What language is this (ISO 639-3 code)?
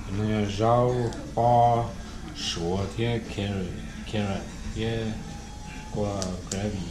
hmn